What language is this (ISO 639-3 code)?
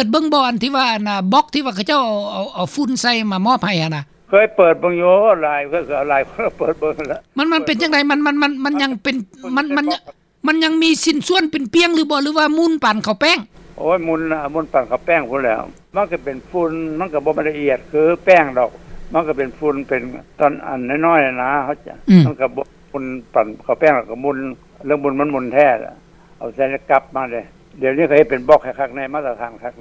lao